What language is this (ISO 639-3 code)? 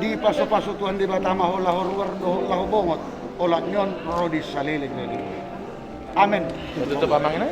bbc